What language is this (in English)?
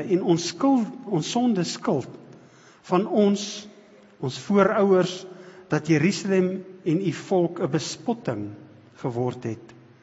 Afrikaans